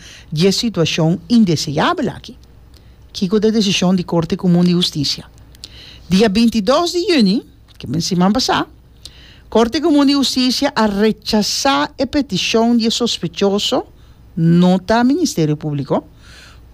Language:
Papiamento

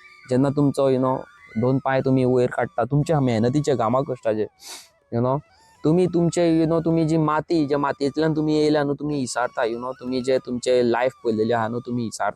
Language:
Konkani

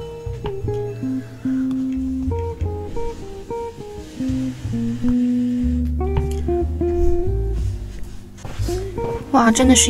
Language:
Chinese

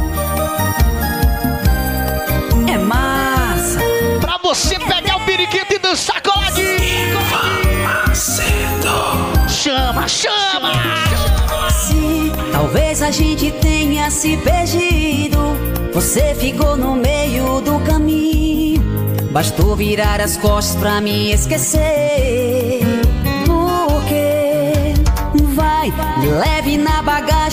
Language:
Portuguese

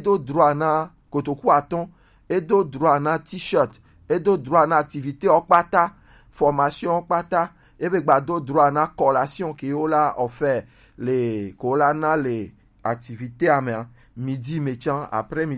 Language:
Gen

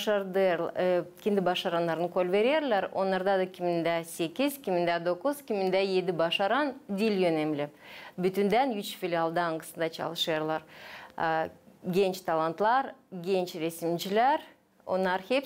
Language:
Gagauz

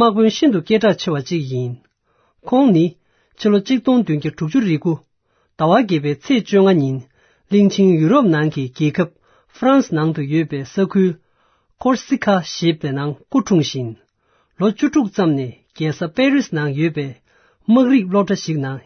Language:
Tibetan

